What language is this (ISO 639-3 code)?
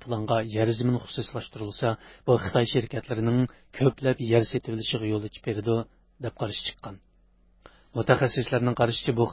uig